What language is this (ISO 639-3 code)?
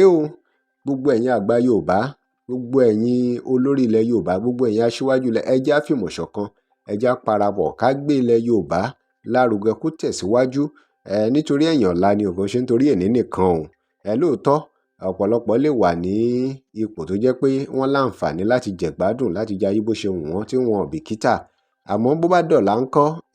yor